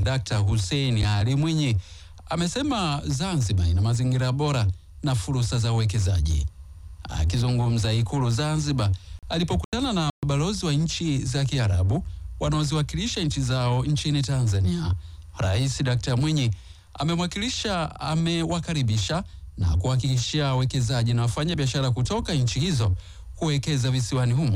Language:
Swahili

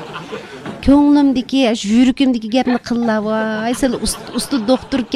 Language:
Uyghur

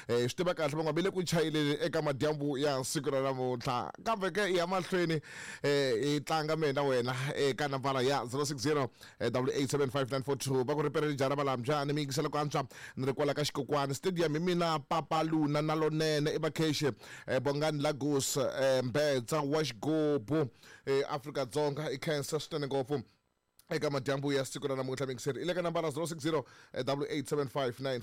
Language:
Tsonga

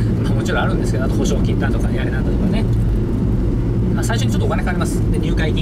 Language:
Japanese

